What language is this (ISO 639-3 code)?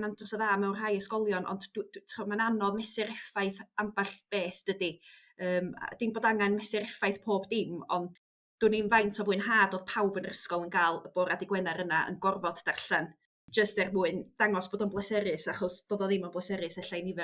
cym